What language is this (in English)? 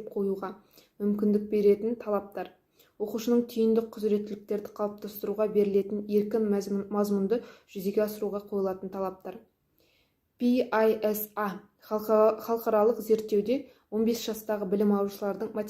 Kazakh